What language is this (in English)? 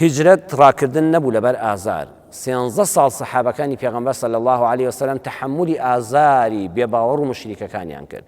Central Kurdish